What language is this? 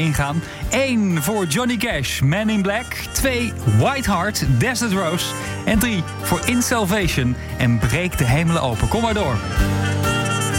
Dutch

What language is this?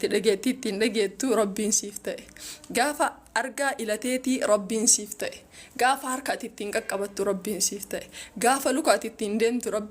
Oromo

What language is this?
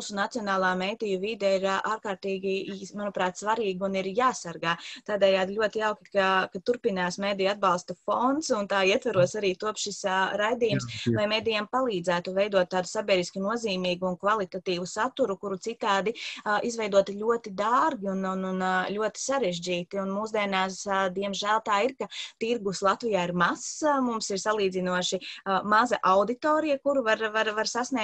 Latvian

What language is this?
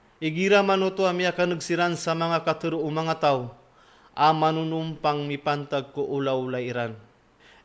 Maranao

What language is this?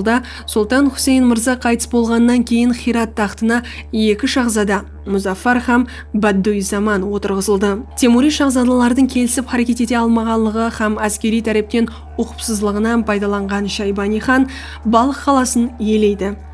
Kara-Kalpak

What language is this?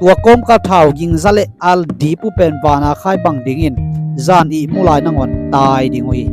Tedim Chin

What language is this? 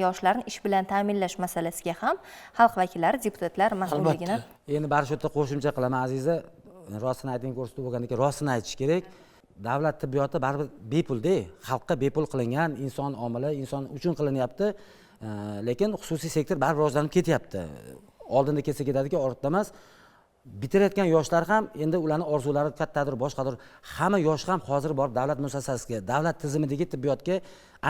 Uzbek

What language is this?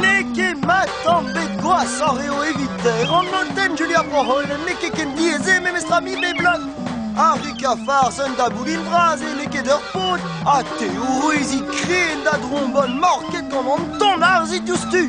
Breton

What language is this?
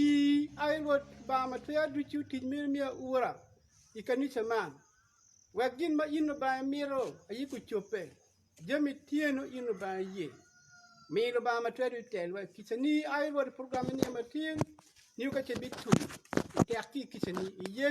Acoli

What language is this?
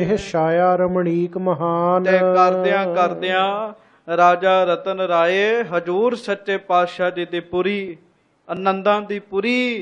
Punjabi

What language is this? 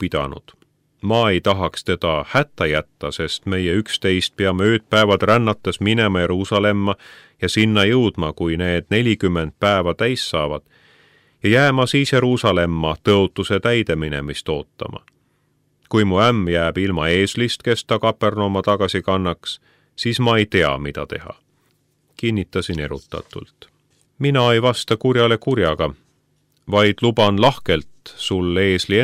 Estonian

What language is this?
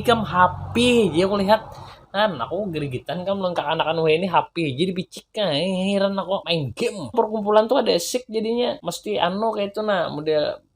Banjar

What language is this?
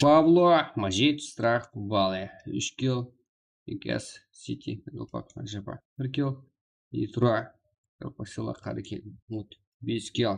Kara-Kalpak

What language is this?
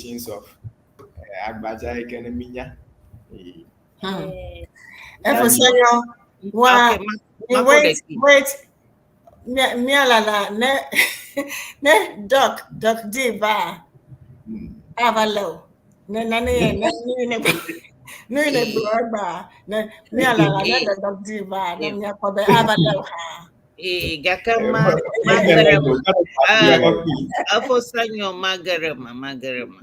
Ewe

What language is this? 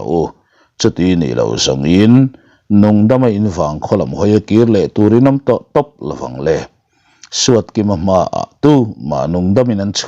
Mizo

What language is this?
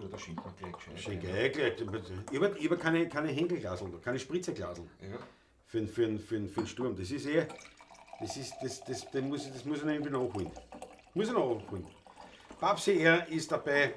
Bavarian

